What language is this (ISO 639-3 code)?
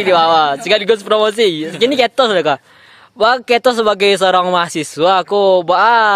min